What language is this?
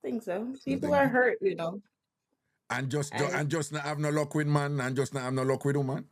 Jamaican Creole English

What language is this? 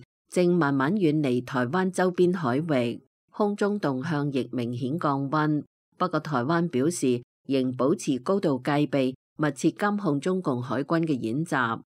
Cantonese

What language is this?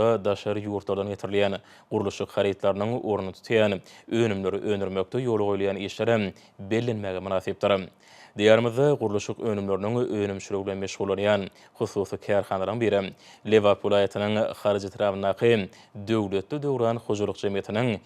Turkmen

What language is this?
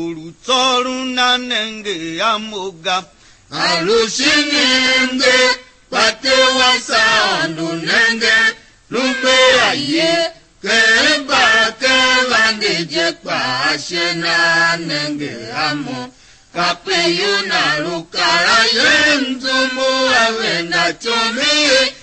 Tiv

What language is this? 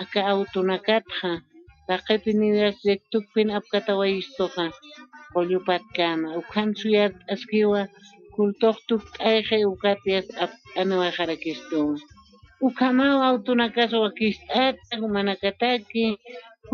Aymara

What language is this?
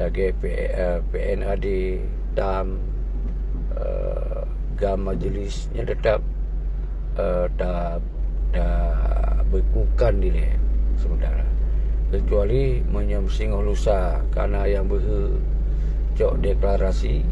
Achinese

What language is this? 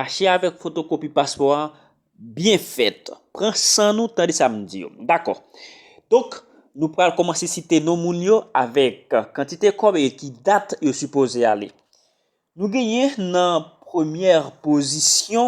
Haitian Creole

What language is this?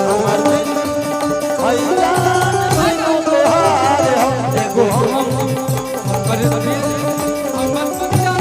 Magahi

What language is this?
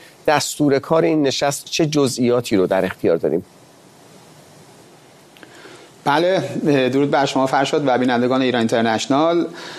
Persian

